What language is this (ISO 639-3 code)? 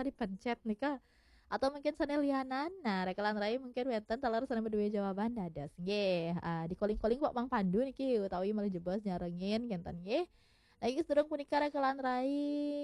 ban